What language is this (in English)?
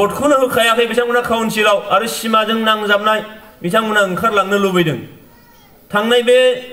Bodo